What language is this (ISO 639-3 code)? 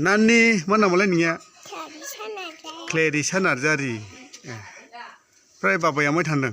brx